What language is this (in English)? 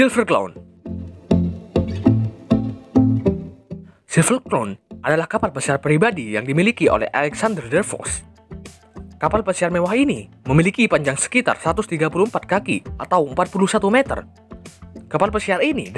Indonesian